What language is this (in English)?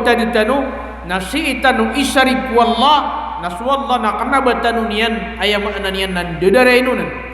Maranao